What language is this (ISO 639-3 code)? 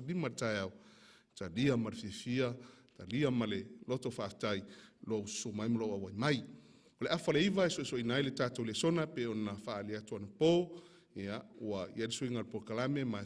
smo